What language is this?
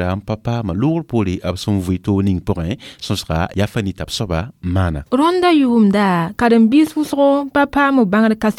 Mossi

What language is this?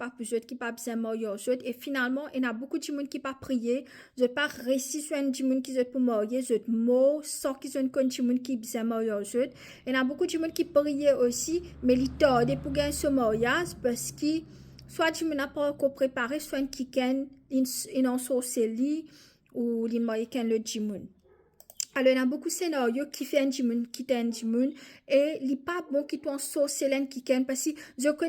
Morisyen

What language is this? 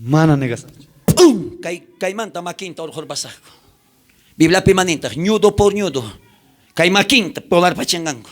South Bolivian Quechua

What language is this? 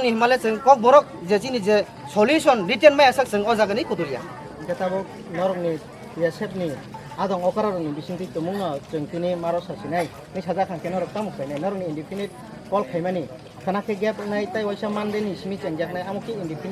Kok Borok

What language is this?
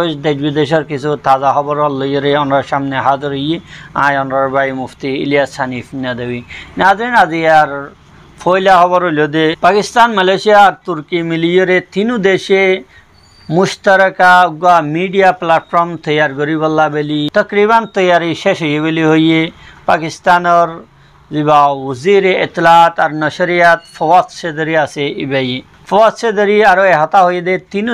Rohingya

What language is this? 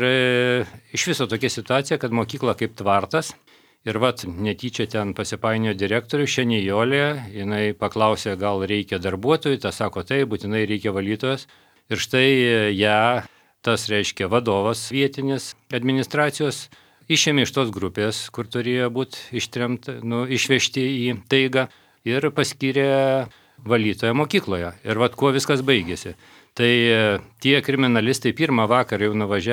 Lithuanian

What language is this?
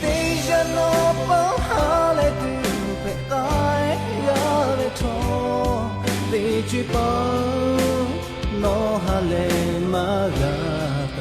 Lahu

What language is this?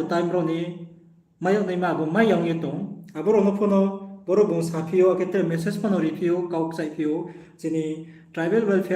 Riang (India)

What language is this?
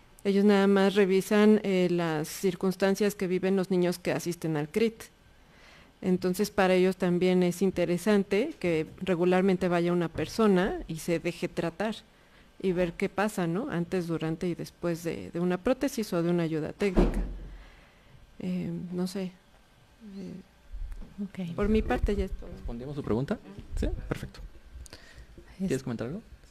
Spanish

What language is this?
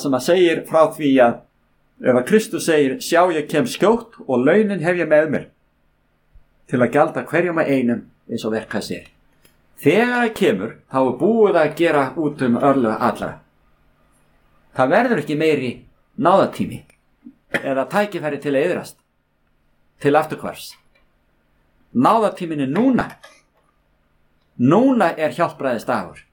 Icelandic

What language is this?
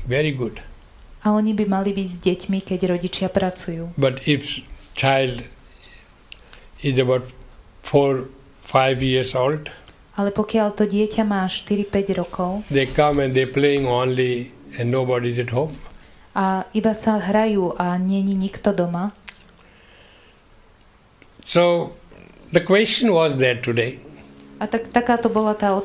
Slovak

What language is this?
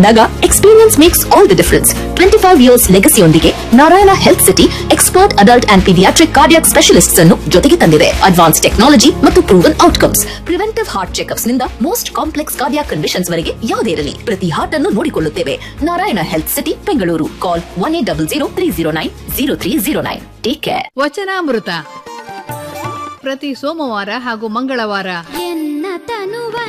Kannada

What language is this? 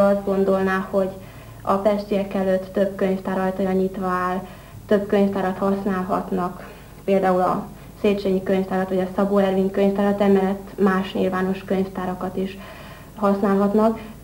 Hungarian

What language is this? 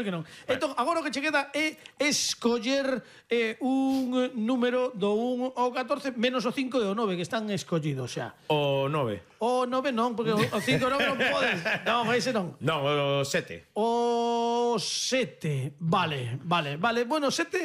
Galician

